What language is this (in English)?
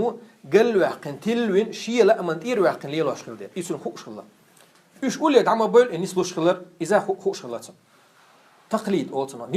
Chechen